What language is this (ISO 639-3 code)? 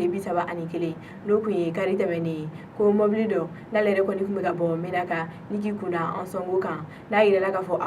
bam